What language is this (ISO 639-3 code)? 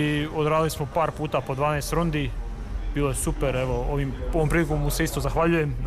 hrv